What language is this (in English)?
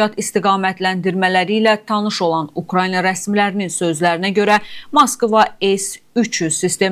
Azerbaijani